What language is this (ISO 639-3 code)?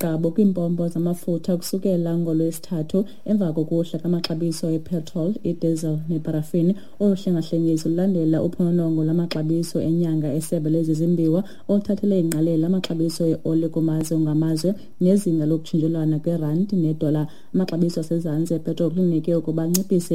xho